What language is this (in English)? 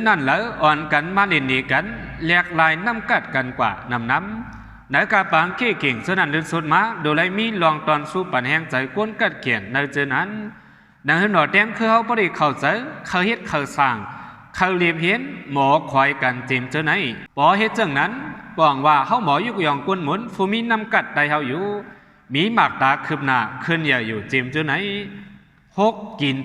Shan